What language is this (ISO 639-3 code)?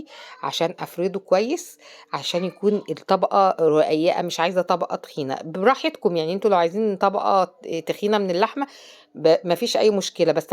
arz